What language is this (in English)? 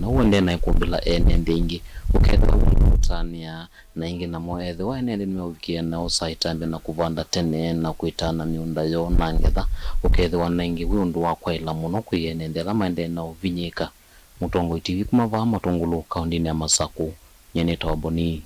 Kamba